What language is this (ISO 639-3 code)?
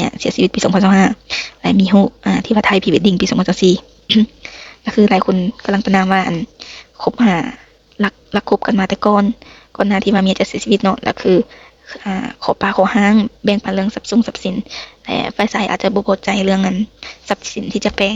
lao